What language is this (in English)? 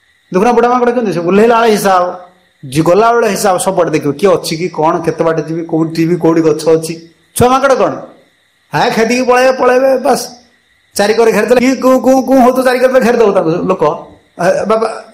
Odia